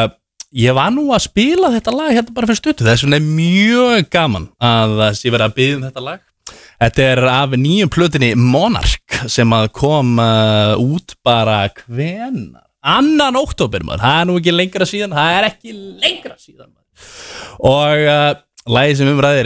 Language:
Icelandic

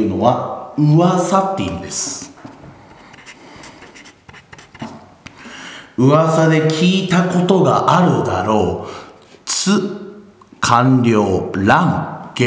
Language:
Japanese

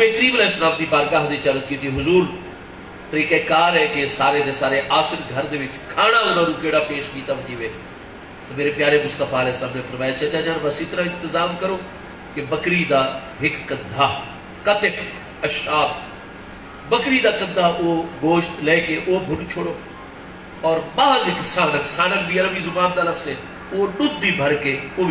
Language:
Saraiki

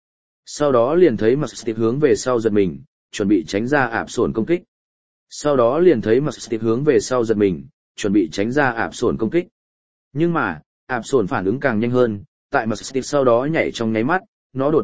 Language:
Vietnamese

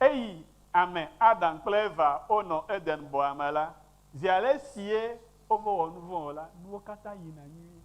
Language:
Ewe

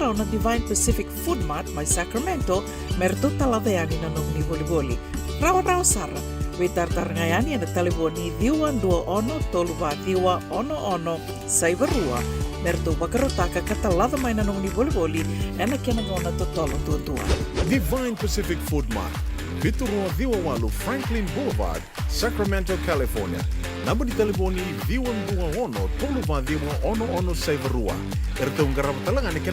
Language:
Fijian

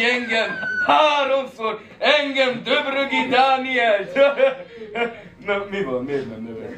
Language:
Hungarian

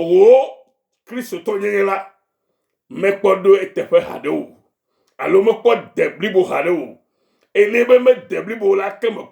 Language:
Ewe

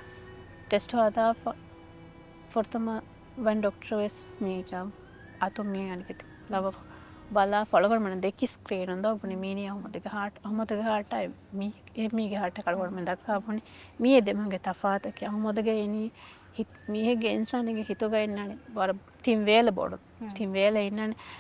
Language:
Divehi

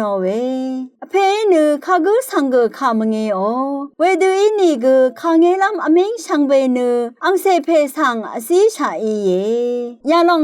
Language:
Rawang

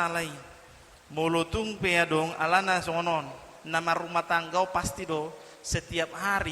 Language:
Batak Toba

